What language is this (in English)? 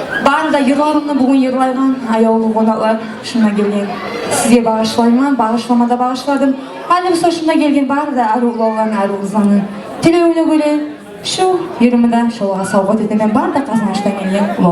Kumyk